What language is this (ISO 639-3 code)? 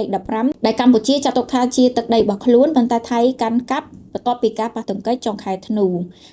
khm